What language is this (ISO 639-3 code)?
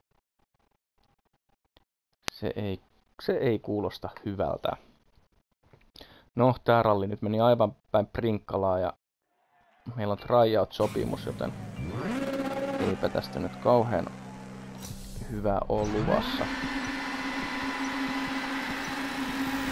fin